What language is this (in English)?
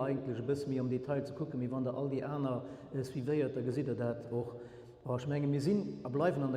Luxembourgish